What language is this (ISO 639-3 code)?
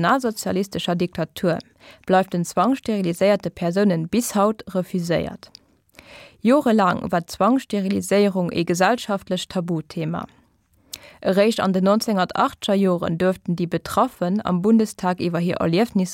ltz